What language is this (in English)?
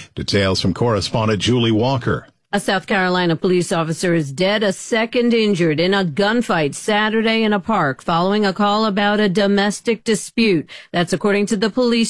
English